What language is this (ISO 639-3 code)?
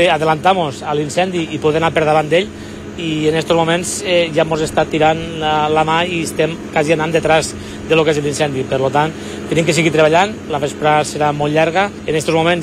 cat